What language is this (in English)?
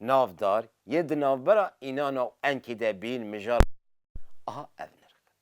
Kurdish